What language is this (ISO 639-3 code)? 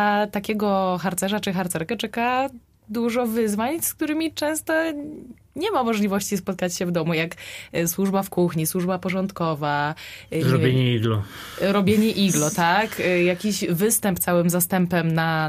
pol